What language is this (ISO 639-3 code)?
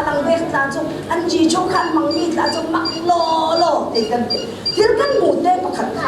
cfm